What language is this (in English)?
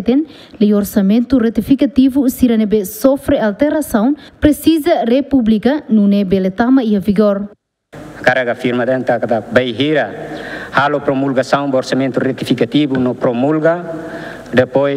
Tetum